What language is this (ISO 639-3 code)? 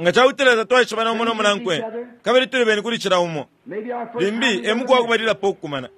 bem